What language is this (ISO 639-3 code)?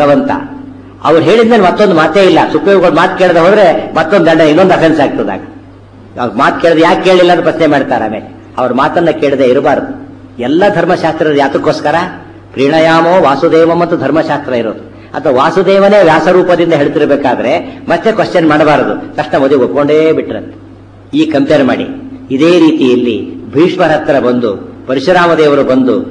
kan